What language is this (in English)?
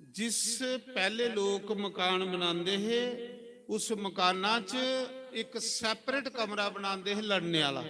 Dogri